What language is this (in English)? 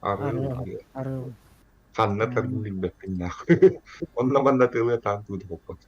Yakut